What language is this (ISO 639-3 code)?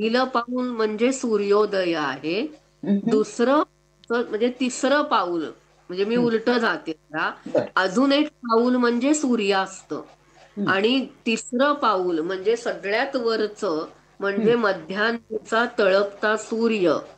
mar